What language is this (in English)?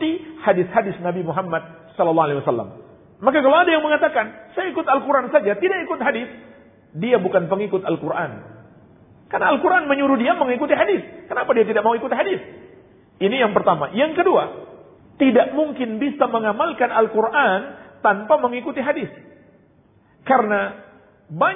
Indonesian